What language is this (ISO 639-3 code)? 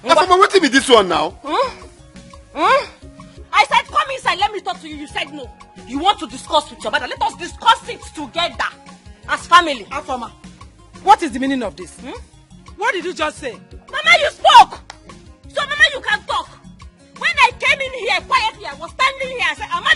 pcm